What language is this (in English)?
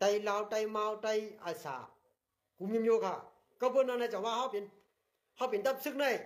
Shan